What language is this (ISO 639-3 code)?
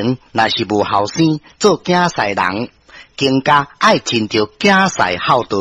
nan